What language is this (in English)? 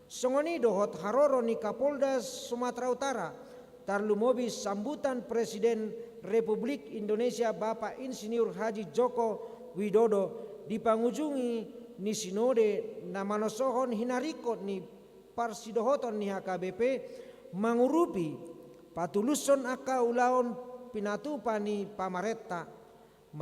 Batak Toba